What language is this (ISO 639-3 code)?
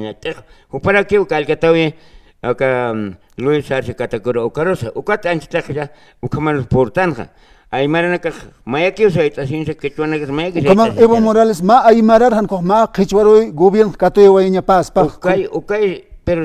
aym